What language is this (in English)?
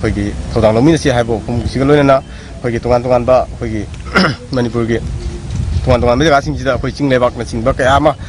Manipuri